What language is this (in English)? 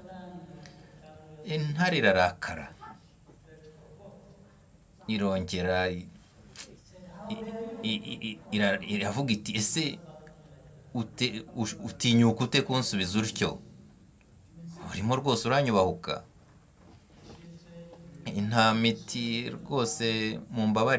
Kinyarwanda